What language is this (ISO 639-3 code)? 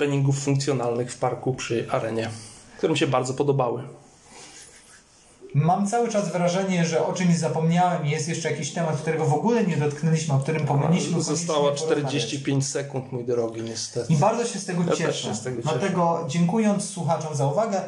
pol